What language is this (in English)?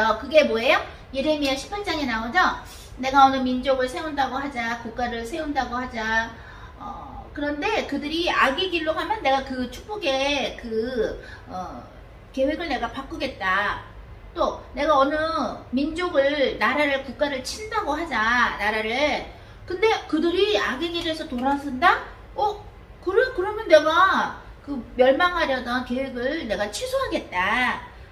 Korean